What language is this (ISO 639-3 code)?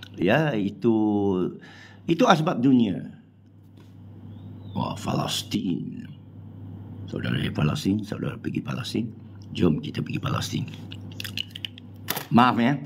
msa